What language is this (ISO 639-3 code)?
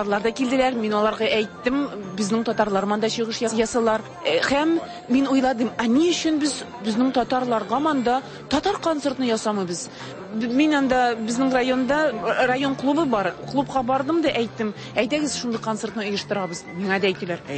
tat